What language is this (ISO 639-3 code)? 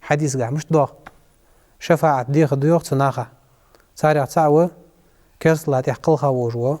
inh